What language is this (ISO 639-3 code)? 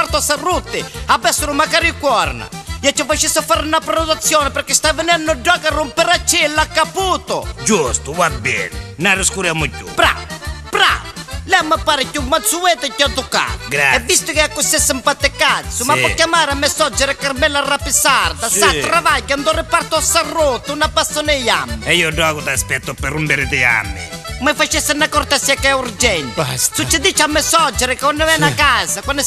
nap